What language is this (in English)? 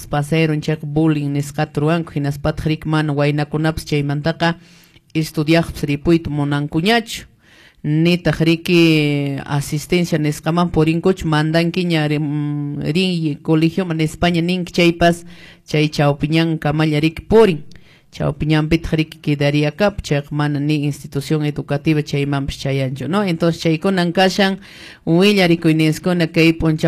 Quechua